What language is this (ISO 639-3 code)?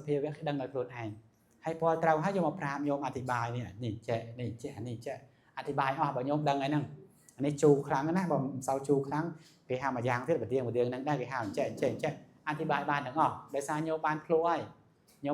khm